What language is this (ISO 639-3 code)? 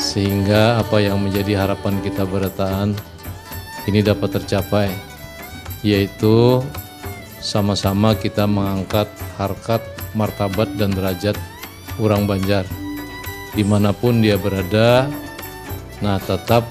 bjn